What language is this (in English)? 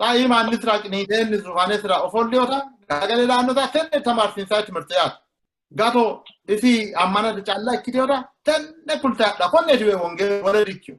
Sidamo